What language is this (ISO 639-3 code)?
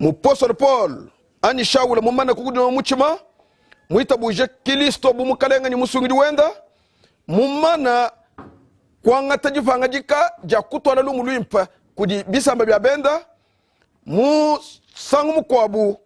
lua